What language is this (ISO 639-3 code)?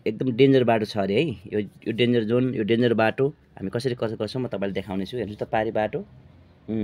nep